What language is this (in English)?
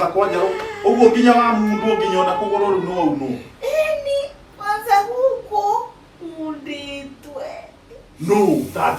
Kikuyu